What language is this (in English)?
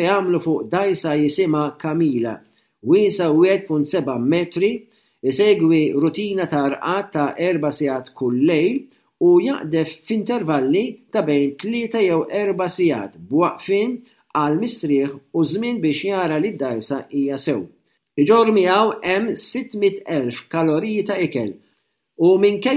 Maltese